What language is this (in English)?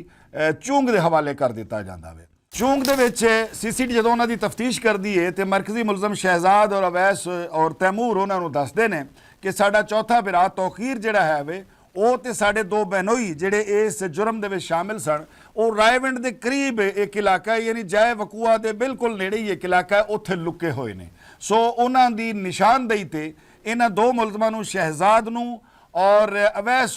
Western Panjabi